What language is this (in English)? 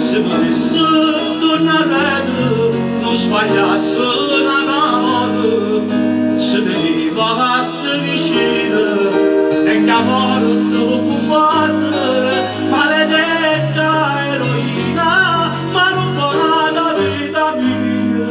Neapolitan